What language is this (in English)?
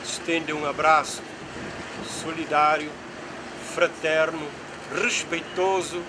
Kabuverdianu